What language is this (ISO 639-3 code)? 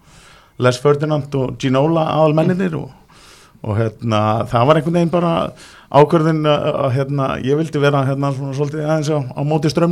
isl